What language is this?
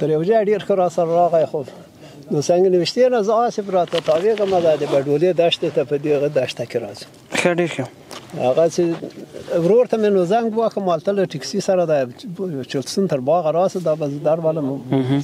Pashto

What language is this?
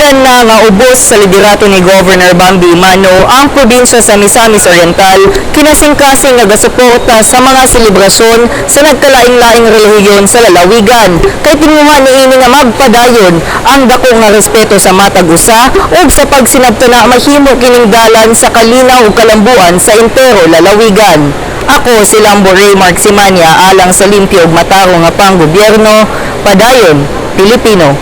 Cebuano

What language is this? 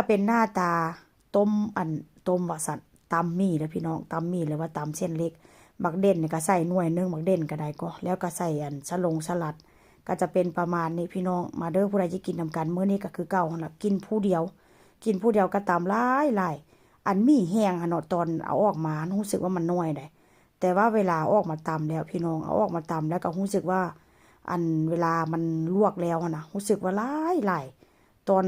Northeastern Thai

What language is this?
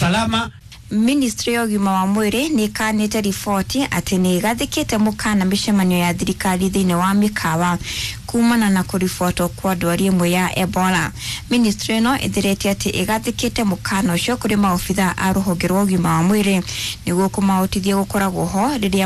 Kikuyu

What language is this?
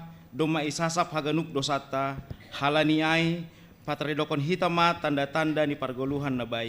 Batak Simalungun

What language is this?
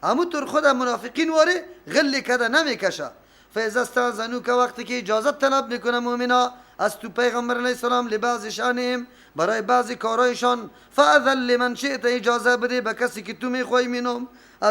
Persian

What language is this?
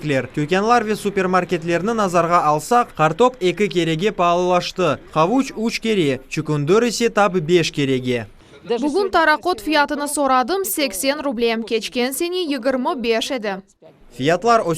Crimean Tatar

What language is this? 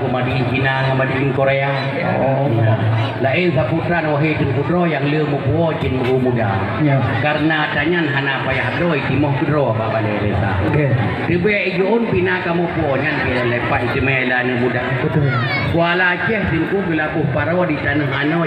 Achinese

